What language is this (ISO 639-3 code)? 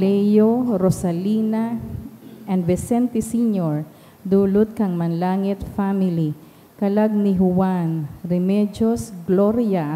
bik